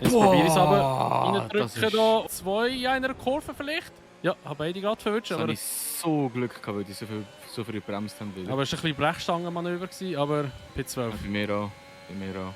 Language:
Swiss German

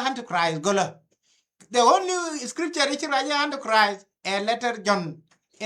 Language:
Nuer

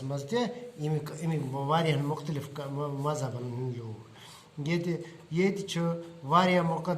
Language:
Kashmiri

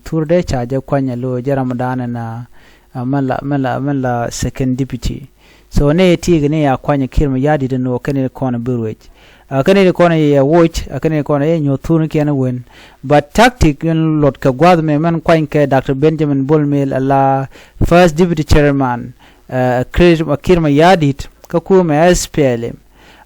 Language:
Nuer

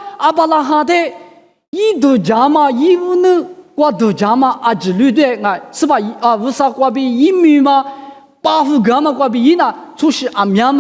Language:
Lisu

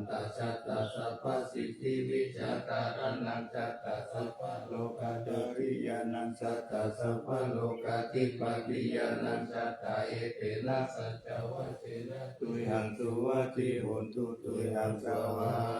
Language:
Pali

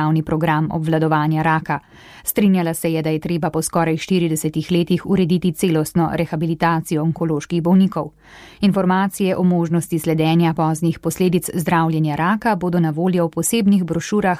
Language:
Slovenian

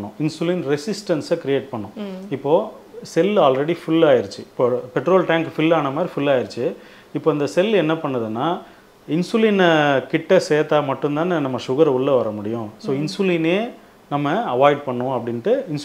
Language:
Tamil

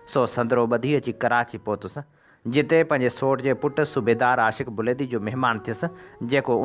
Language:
Sindhi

